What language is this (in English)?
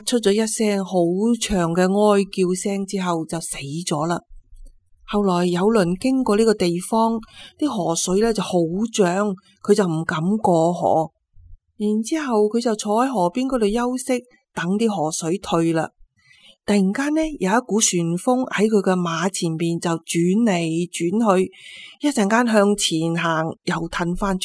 Cantonese